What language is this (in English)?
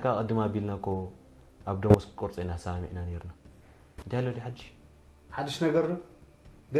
Tigrinya